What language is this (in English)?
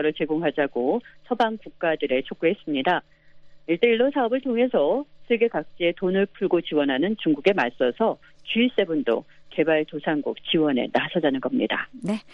Korean